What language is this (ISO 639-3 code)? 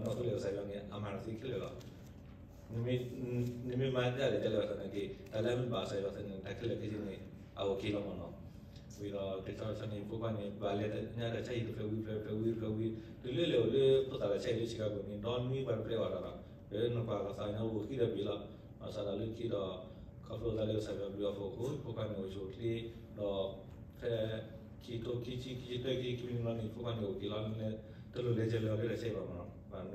ksw